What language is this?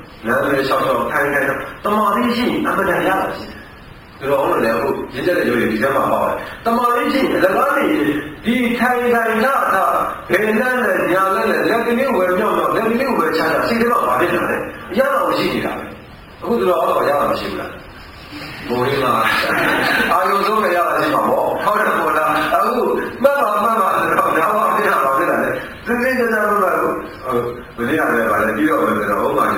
Burmese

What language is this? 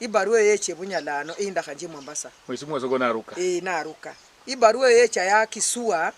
Luyia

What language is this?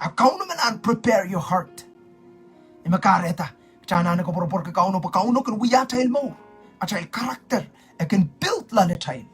Pohnpeian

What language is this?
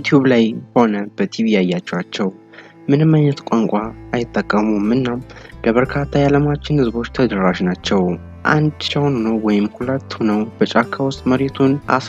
Amharic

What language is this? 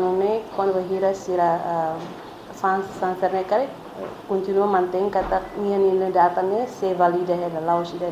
Tetum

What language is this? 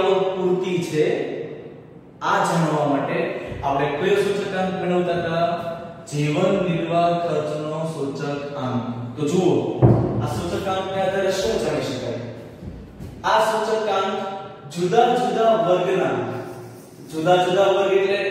Gujarati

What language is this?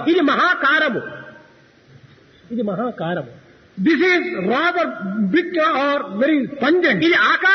Telugu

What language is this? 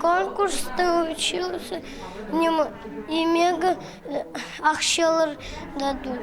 Khakas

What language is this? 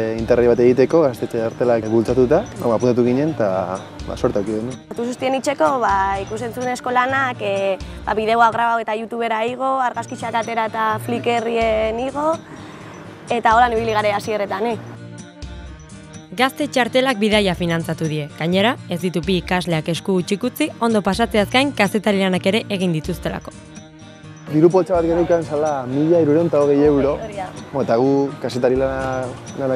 Basque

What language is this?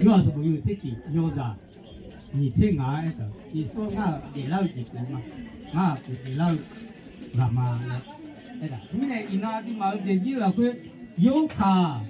Akha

